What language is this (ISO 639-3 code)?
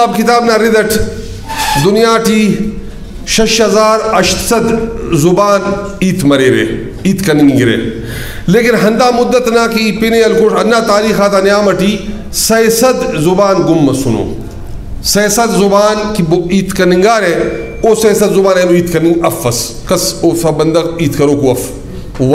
brh